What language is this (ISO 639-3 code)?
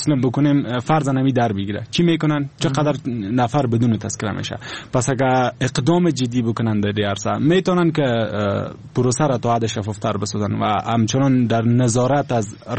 fas